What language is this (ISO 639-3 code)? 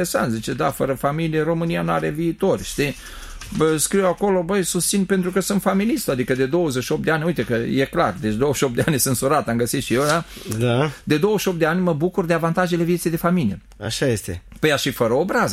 ron